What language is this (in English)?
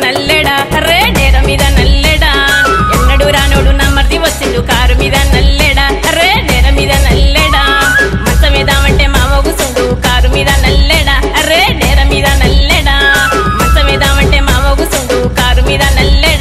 Telugu